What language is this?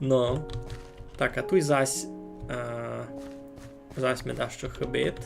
Rusyn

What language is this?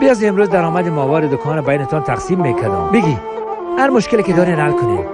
Persian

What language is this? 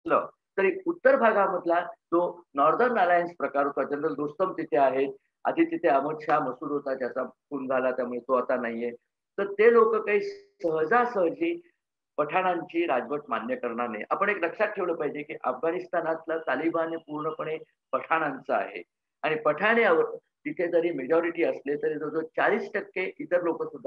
Marathi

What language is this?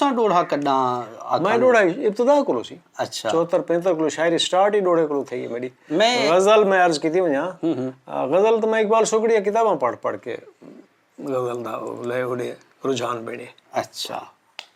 Saraiki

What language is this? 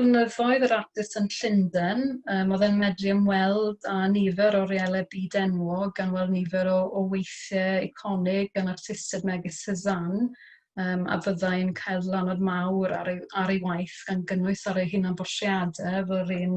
Welsh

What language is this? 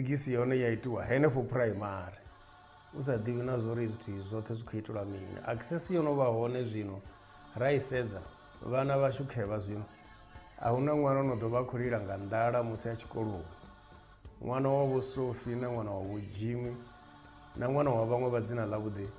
Venda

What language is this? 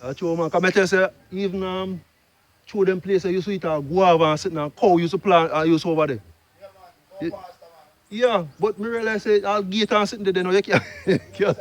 Jamaican Creole English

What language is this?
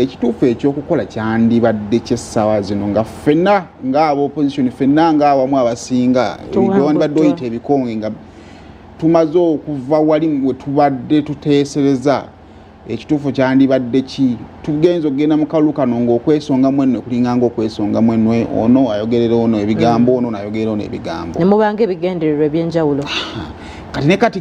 Ganda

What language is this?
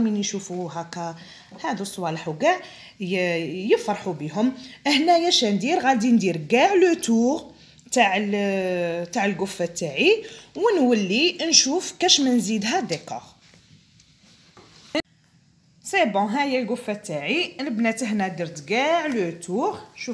Algerian Arabic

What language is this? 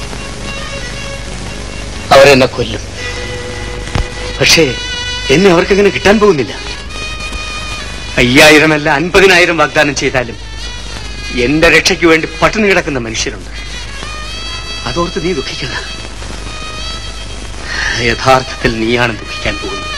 Malayalam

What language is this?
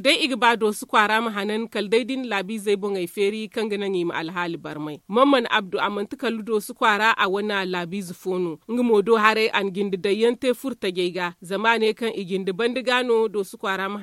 Zarma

